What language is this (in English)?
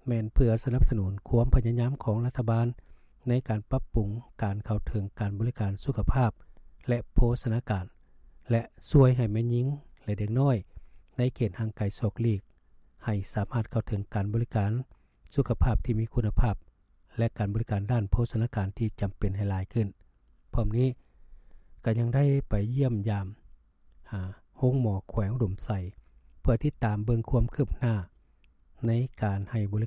Lao